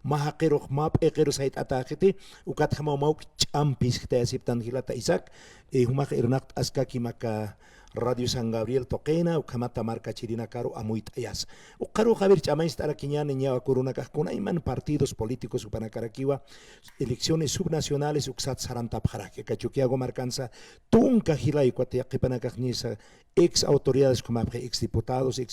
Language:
Aymara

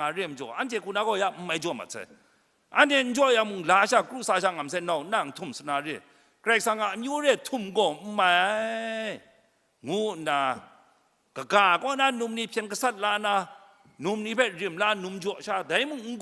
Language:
Kachin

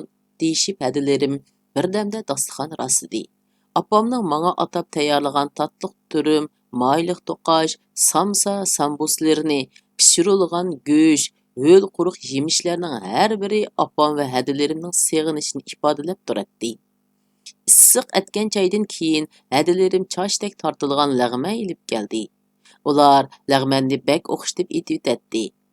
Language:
Uyghur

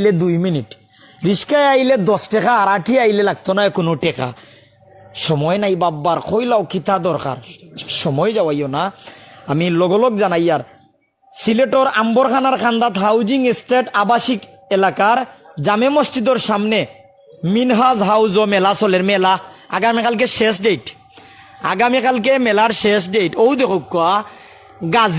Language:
Sylheti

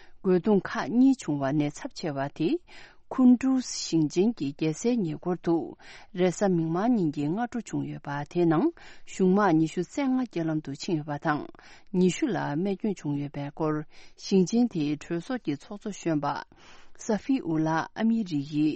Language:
Tibetan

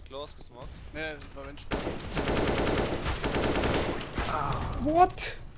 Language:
German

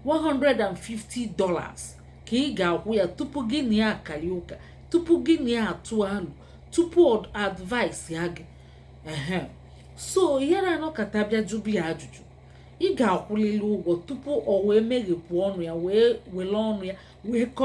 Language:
Igbo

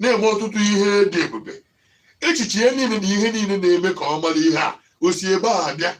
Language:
Igbo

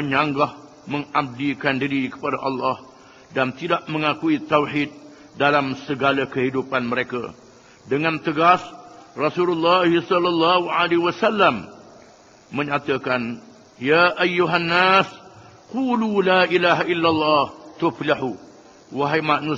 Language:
Malay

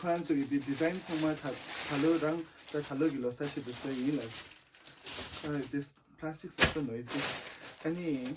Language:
Tibetan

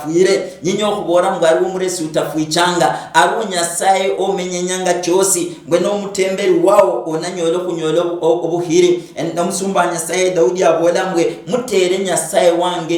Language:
Luyia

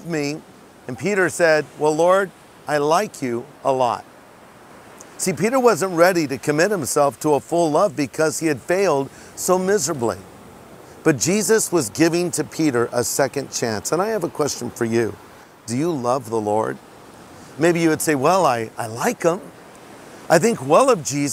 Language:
English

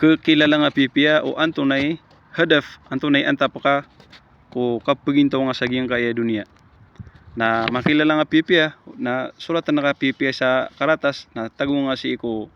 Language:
Maranao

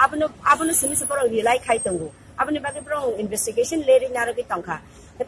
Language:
Kok Borok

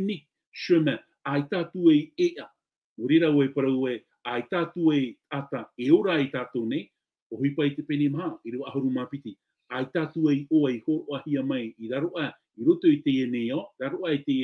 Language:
Tahitian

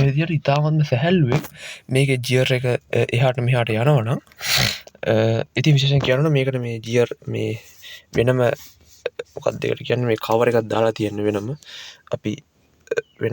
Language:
Sinhala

